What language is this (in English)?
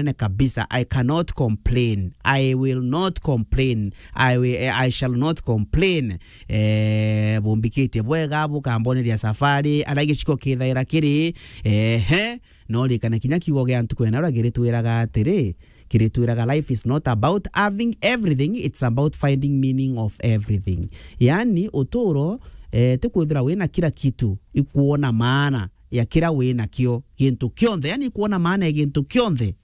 Meru